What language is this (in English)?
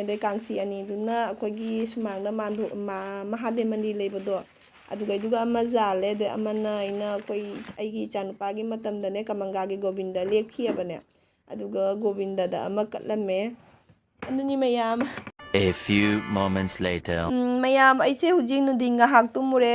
Manipuri